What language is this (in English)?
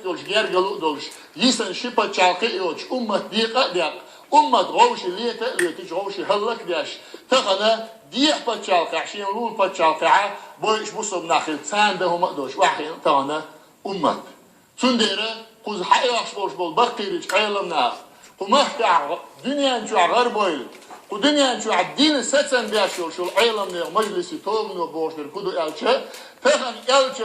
Chechen